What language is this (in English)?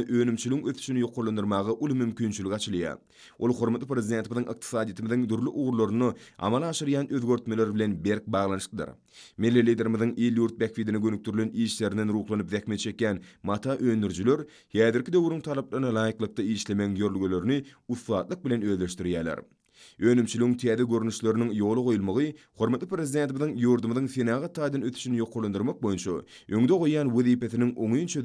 Turkmen